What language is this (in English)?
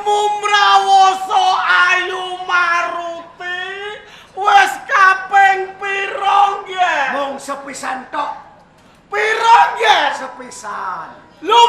Javanese